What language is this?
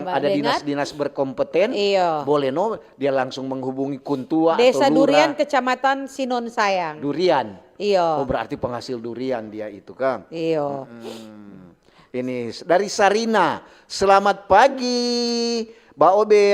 Manado Malay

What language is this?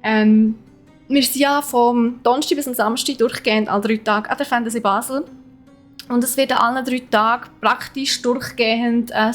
Swiss German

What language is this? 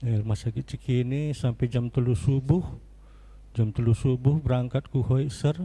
Batak Karo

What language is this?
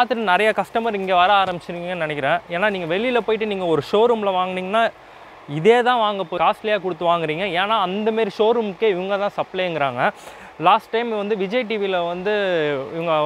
Tamil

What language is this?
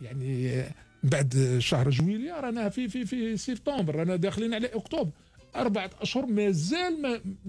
Algerian Arabic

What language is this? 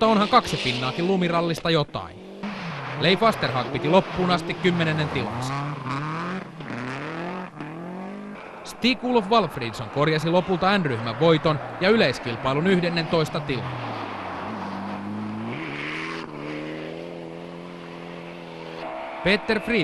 Finnish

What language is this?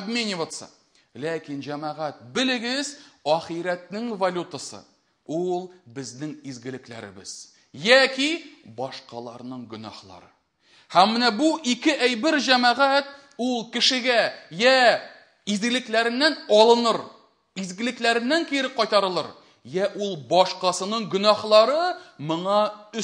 Tatar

